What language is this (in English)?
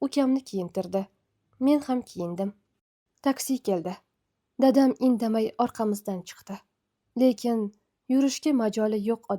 Uzbek